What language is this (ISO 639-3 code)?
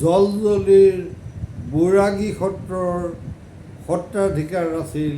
asm